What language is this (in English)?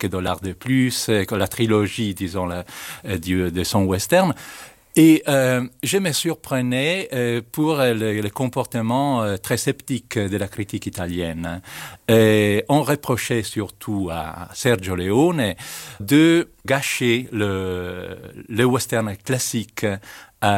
French